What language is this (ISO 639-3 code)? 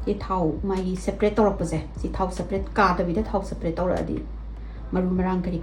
mni